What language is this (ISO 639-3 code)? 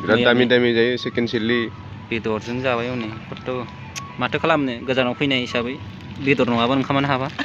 brx